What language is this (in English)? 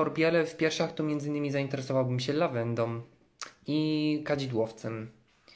Polish